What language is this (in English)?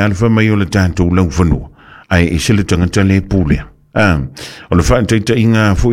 Samoan